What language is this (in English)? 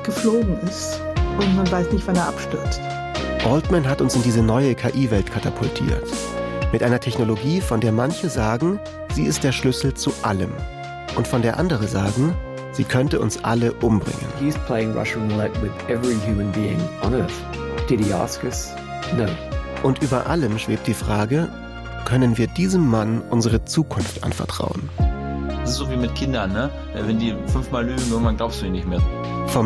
German